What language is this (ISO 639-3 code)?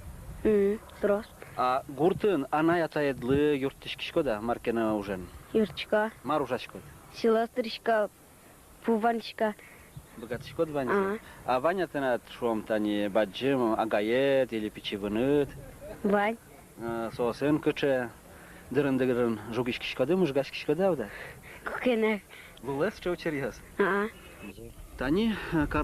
udm